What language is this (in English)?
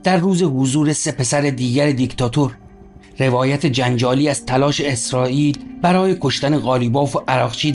Persian